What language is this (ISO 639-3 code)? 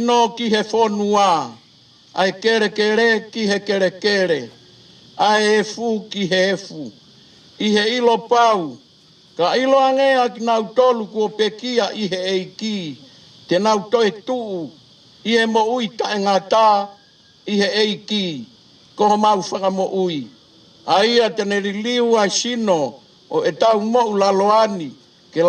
ton